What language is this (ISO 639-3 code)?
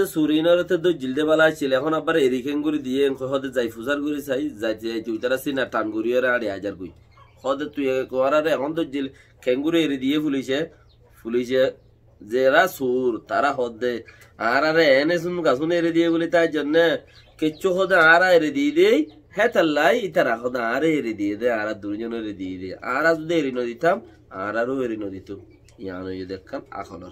rhg